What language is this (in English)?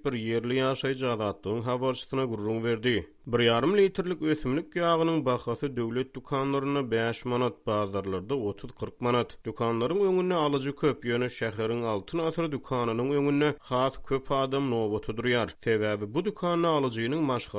Turkmen